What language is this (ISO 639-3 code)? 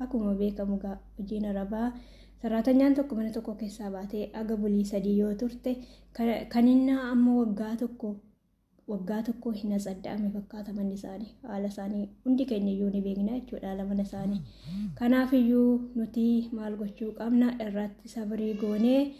orm